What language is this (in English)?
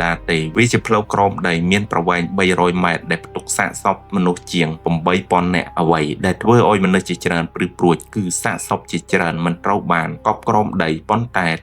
Khmer